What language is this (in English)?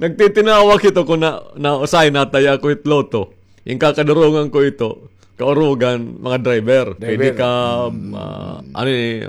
Waray